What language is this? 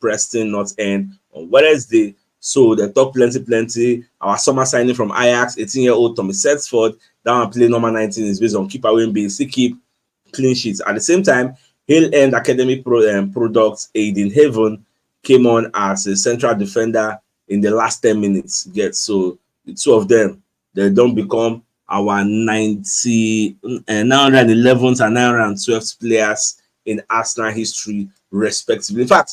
Nigerian Pidgin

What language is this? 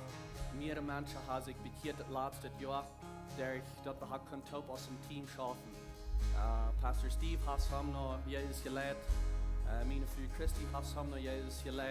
Plautdietsch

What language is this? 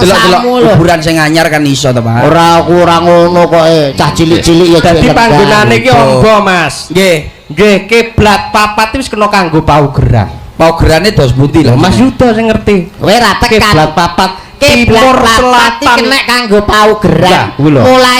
Javanese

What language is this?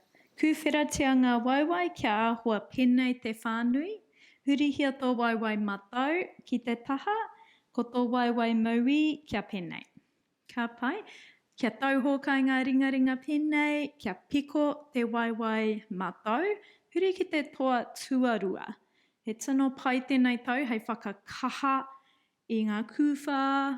Māori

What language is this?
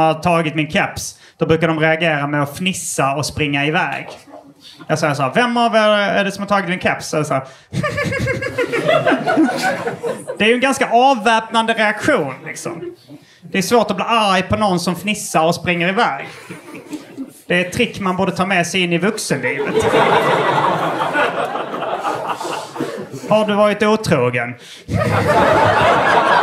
Swedish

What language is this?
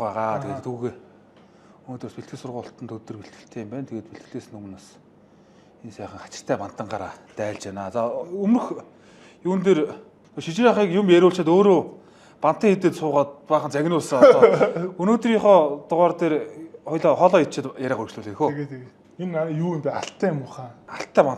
Mongolian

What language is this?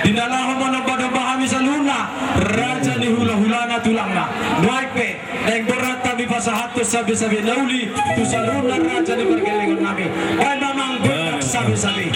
Batak Toba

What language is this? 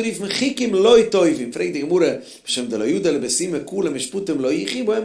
Yiddish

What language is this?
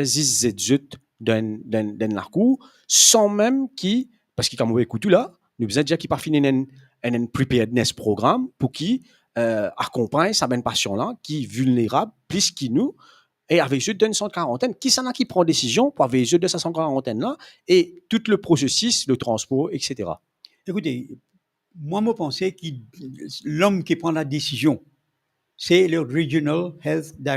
Morisyen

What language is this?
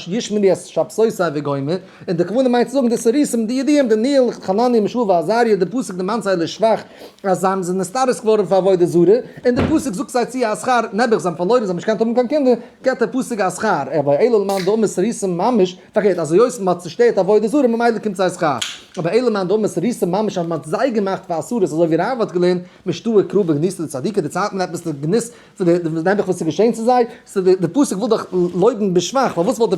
Yiddish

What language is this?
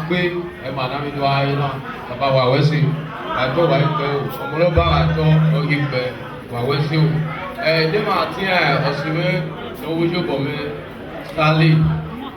Bini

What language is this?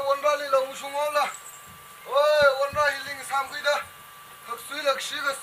Tangkhul Naga (India)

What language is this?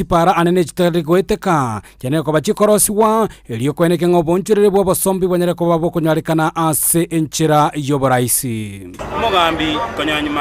Gusii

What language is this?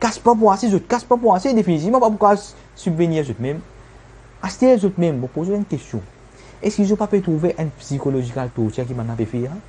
Morisyen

